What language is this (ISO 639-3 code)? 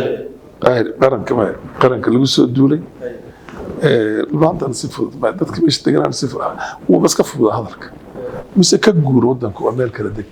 som